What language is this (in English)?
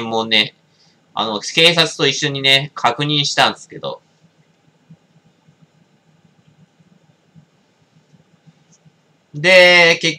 Japanese